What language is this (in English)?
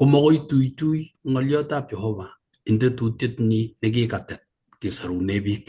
Kalenjin